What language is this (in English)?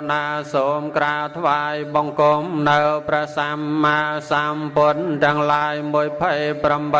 Khmer